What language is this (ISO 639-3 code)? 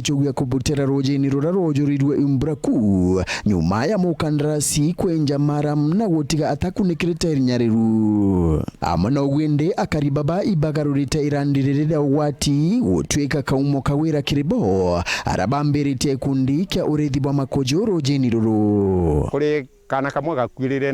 mer